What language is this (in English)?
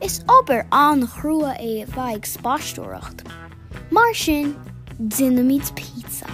Irish